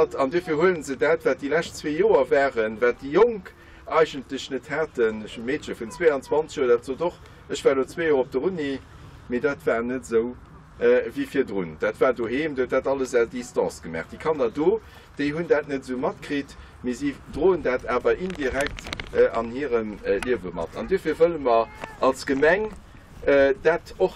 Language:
Luxembourgish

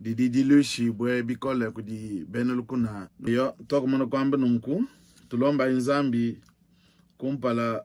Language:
Luba-Lulua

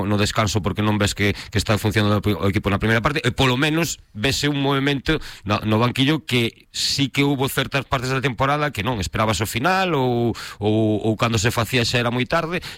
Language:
Galician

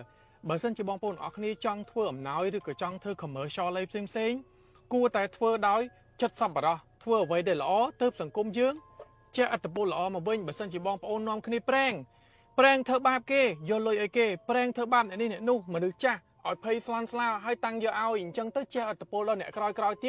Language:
Khmer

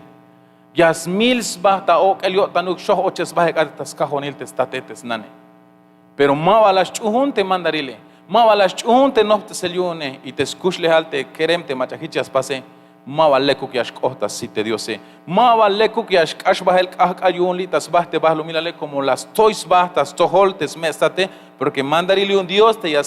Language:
Tzeltal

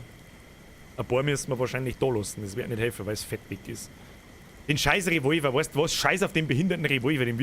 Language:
Bavarian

